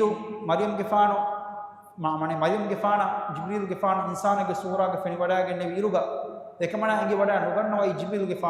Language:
Divehi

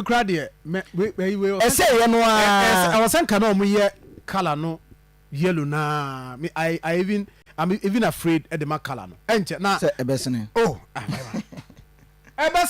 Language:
Akan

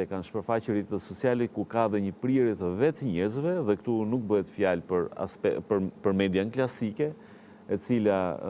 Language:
Albanian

